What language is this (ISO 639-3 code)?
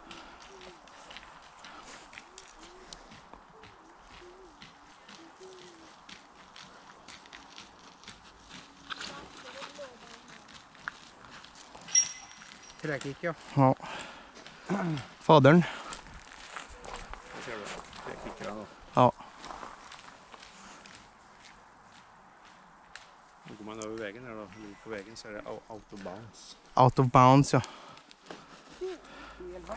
swe